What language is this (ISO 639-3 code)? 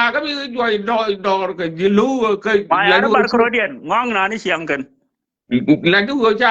nus